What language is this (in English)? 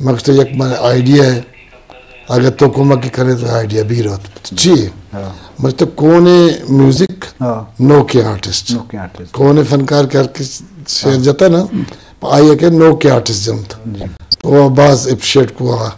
Eastern Balochi